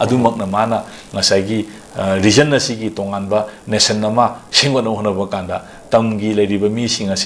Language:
Manipuri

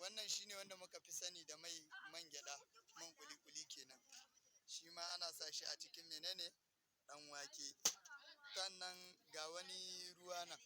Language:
Hausa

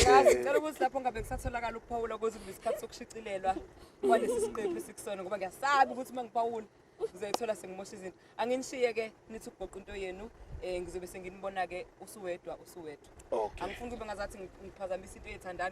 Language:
Zulu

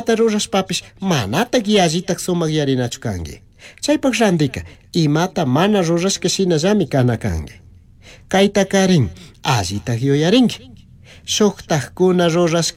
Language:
Chimborazo Highland Quichua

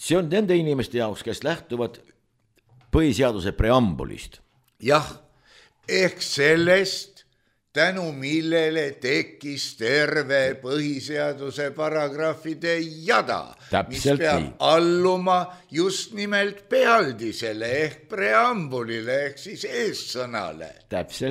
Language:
Estonian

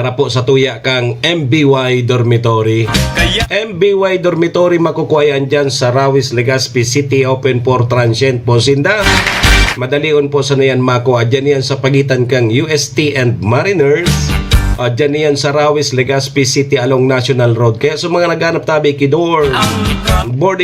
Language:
Bikol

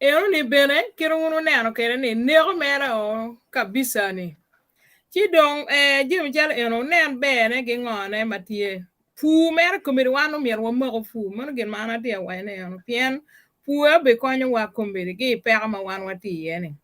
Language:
Acoli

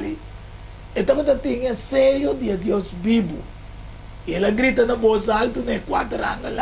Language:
Papiamento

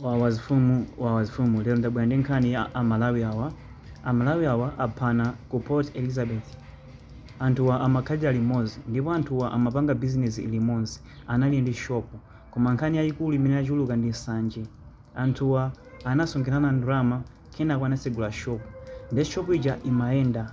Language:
Nyanja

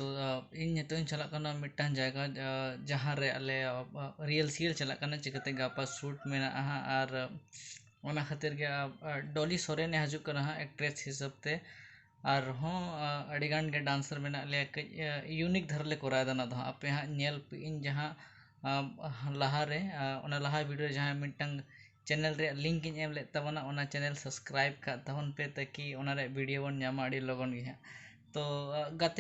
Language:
Santali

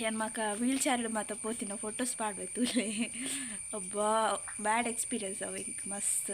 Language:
Tulu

